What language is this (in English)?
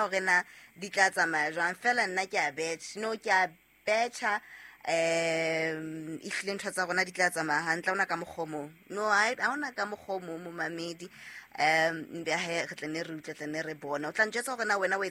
Southern Sotho